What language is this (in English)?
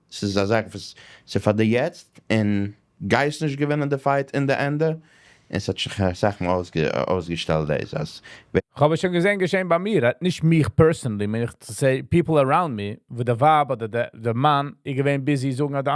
Yiddish